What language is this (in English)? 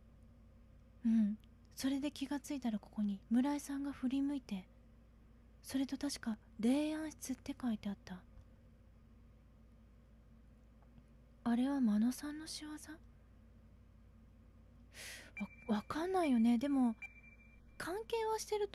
Japanese